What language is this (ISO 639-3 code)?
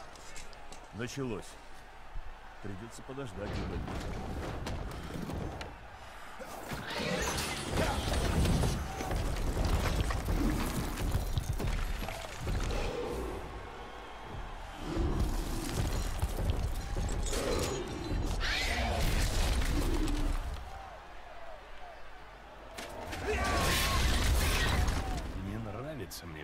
rus